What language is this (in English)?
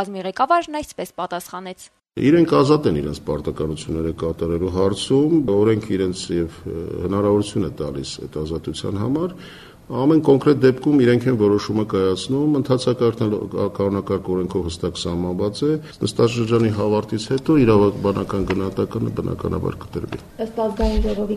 Armenian